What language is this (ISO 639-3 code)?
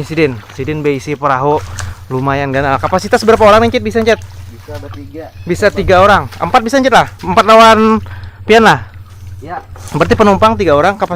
bjn